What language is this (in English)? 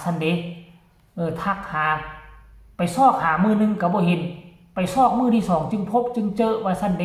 Northeastern Thai